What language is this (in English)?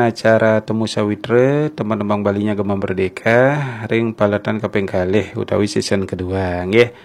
Balinese